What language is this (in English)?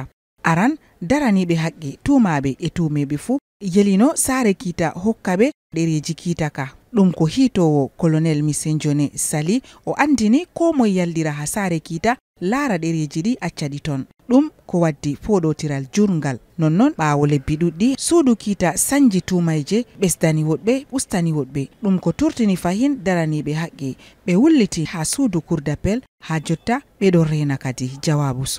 Fula